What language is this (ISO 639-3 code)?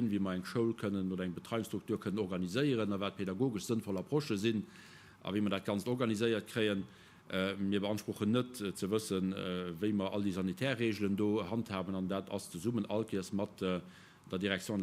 ltz